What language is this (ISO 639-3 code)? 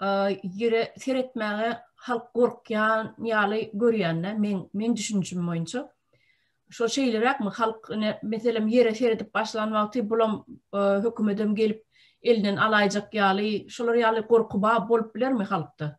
tuk